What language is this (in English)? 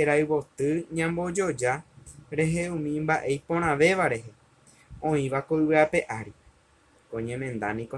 Guarani